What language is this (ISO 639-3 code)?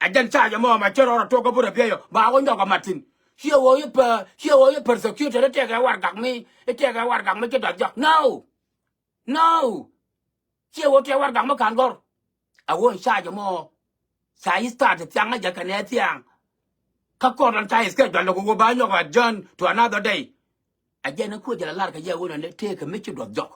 nus